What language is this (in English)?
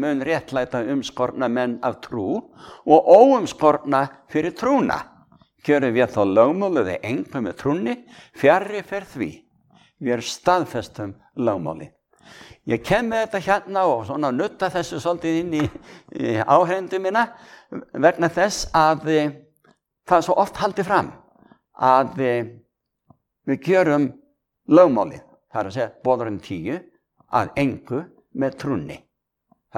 Icelandic